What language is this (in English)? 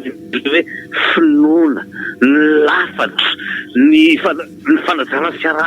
Malagasy